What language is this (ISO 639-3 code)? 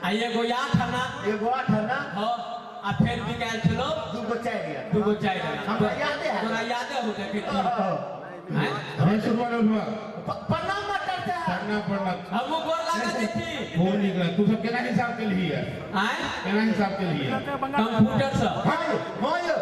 mai